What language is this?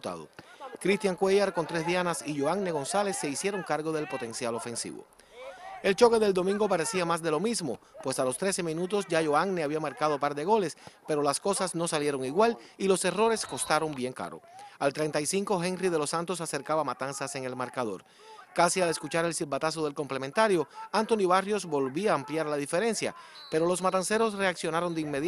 Spanish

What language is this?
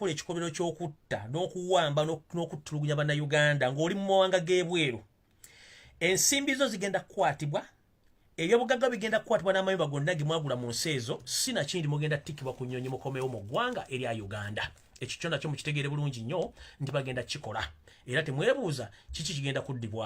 Ganda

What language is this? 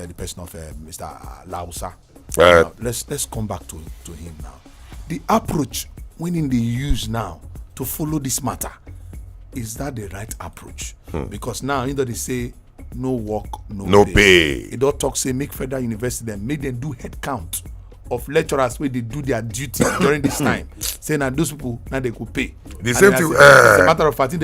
Nigerian Pidgin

